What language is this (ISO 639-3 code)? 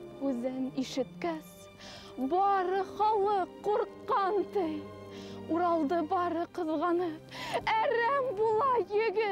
bak